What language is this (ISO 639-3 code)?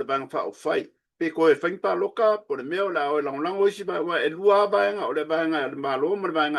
smo